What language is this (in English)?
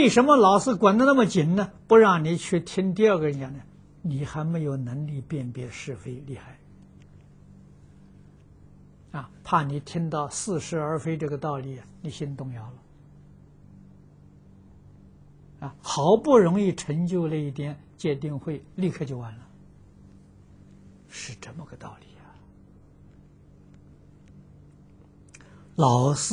Chinese